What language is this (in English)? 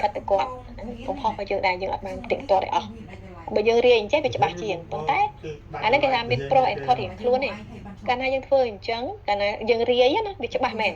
Khmer